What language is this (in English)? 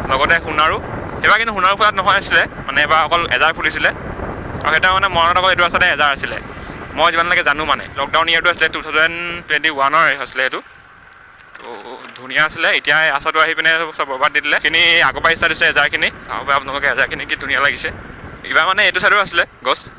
Assamese